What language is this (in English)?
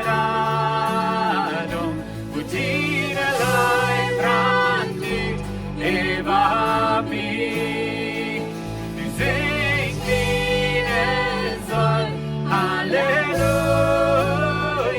Plautdietsch